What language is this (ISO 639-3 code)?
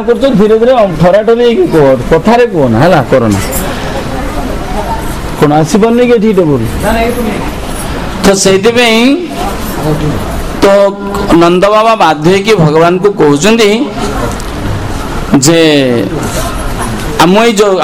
ori